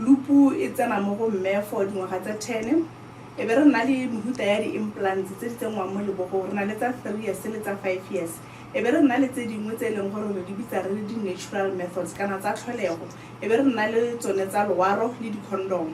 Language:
Tswana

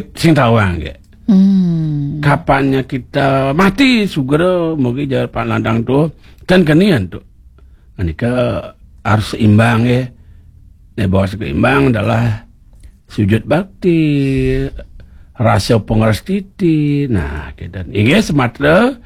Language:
Balinese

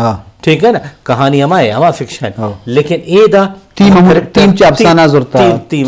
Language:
Eastern Balochi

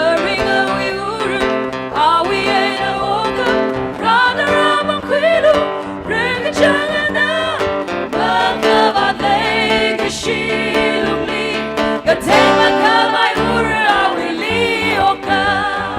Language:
Tangkhul Naga (India)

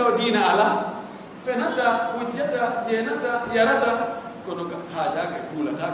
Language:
Pular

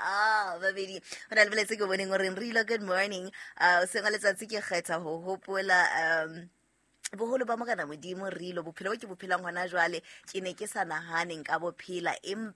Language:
Southern Sotho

